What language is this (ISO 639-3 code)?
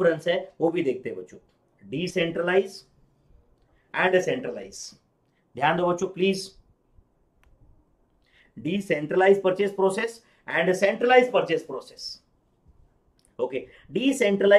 hin